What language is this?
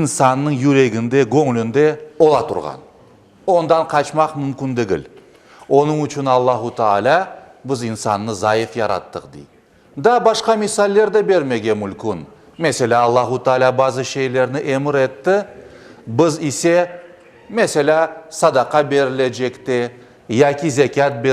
Crimean Tatar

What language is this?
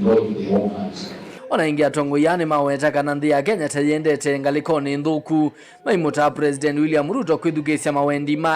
Kamba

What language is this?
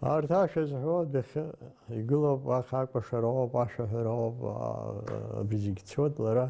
Abkhazian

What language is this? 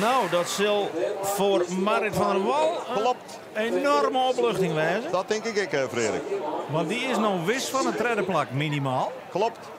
Western Frisian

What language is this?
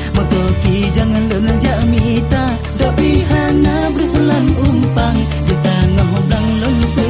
Achinese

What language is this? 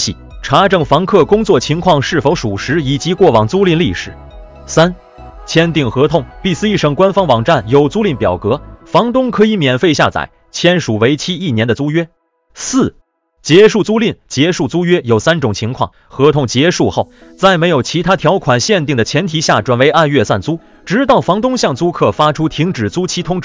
Chinese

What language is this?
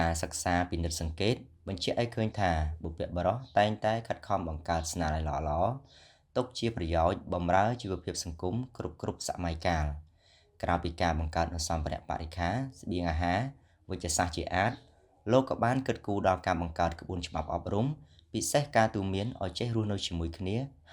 Khmer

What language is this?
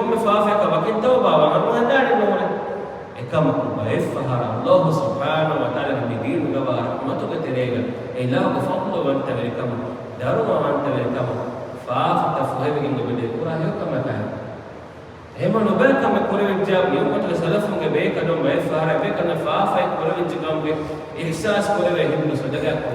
Divehi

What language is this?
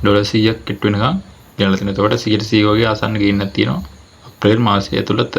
Sinhala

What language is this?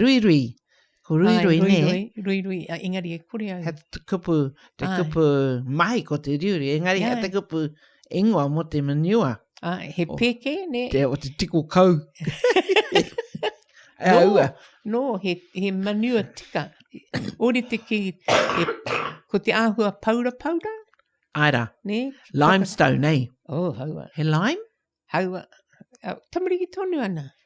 Māori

